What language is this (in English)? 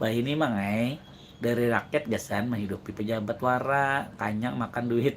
Banjar